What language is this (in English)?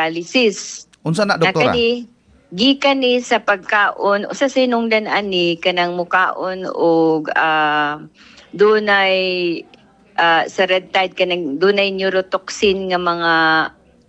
Cebuano